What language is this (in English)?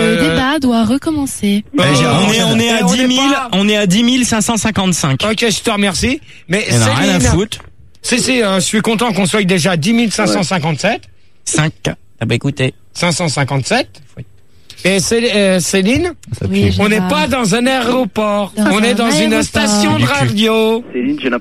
French